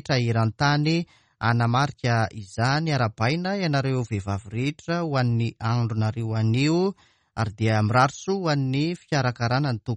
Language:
Malagasy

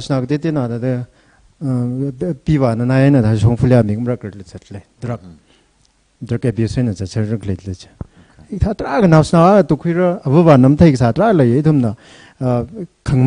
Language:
Tangkhul Naga (India)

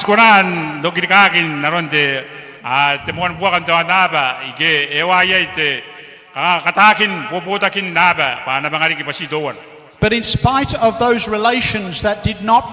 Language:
Gilbertese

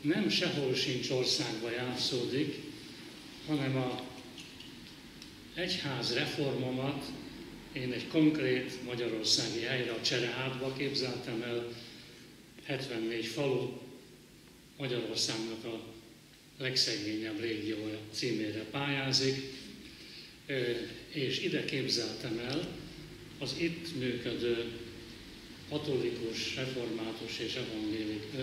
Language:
Hungarian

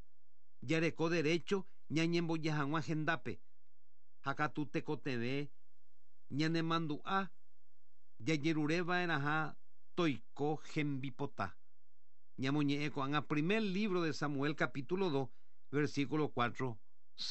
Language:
Guarani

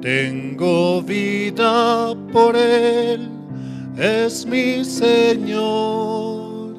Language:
South Bolivian Quechua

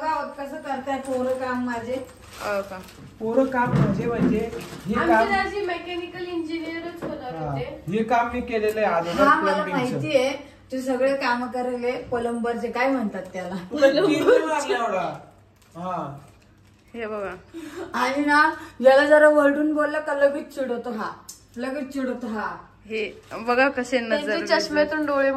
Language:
Marathi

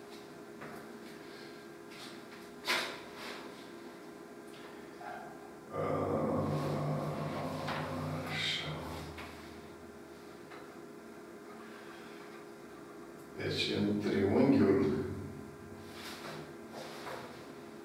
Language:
Romanian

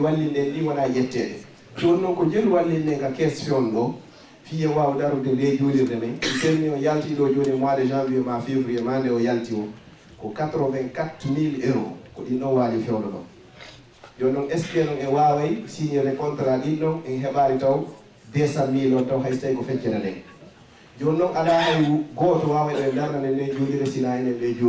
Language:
Fula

